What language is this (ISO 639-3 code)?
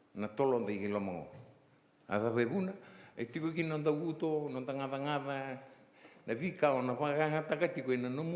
fij